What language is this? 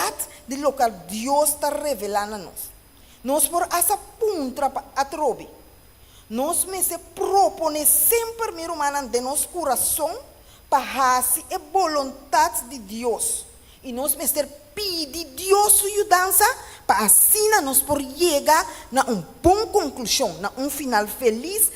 Papiamento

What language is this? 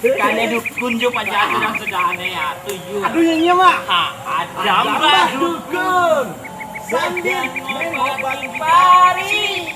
Minangkabau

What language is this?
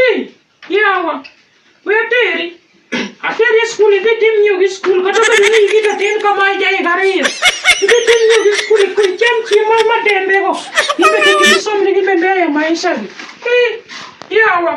Luo (Kenya and Tanzania)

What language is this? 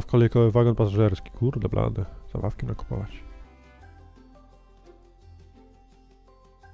Polish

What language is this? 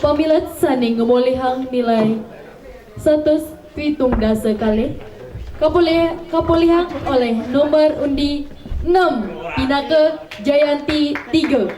Balinese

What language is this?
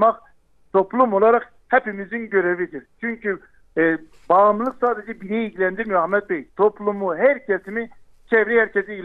Turkish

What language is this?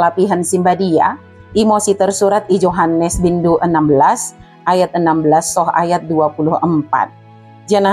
Batak Dairi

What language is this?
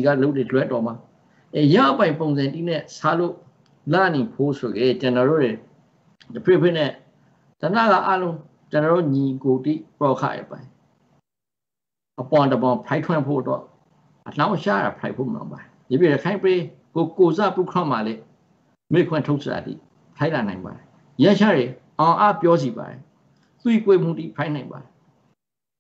Burmese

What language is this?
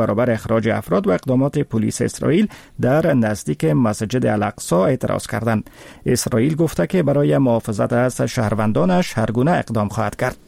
Persian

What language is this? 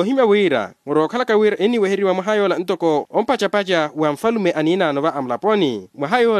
Makhuwa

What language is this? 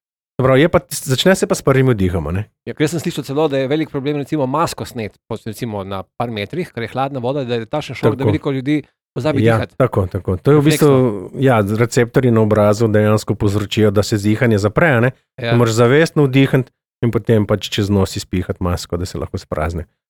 Slovenian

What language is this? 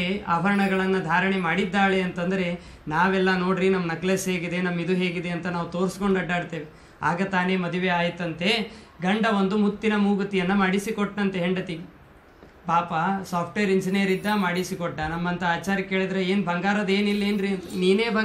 Kannada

